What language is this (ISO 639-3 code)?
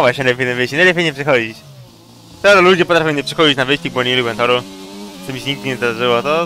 pol